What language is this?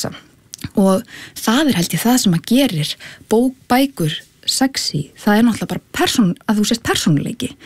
Icelandic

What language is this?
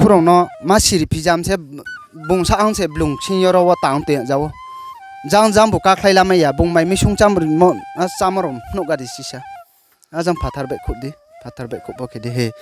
Riang (India)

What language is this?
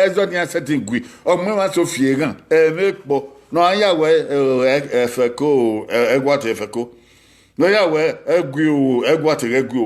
Bini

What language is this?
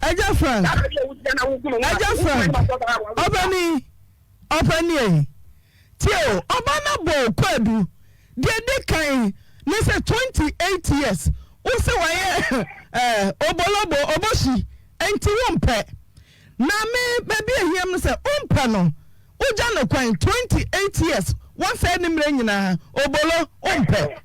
Akan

